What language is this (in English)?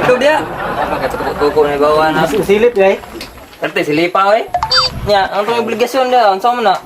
Cebuano